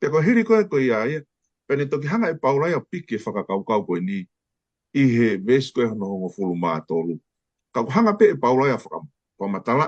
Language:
Tongan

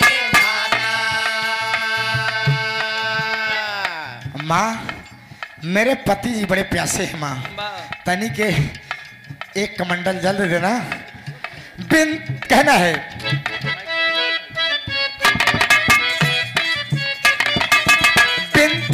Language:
Bhojpuri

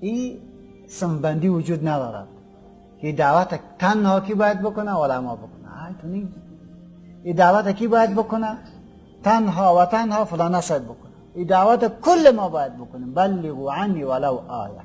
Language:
Persian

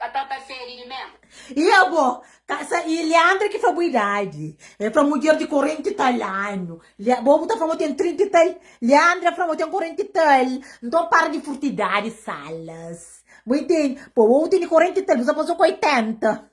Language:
Kabuverdianu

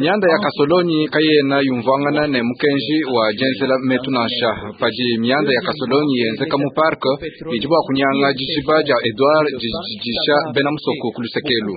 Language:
Luba-Lulua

